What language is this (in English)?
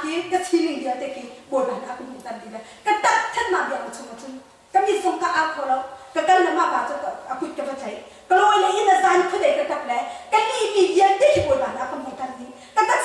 Hakha Chin